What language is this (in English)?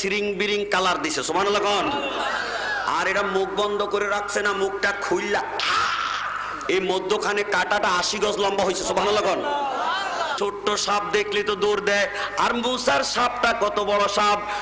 Bangla